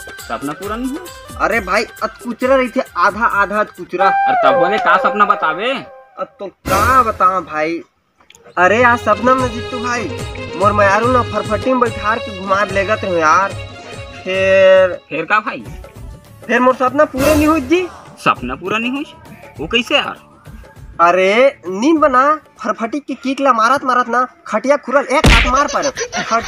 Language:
Chhattisgarhi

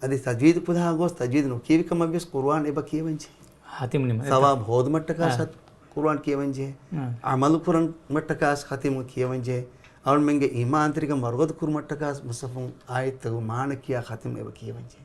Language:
Divehi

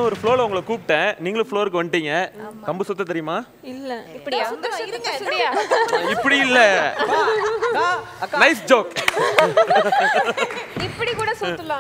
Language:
Tamil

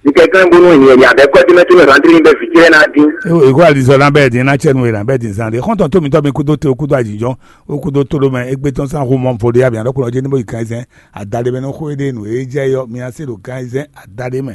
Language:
Fon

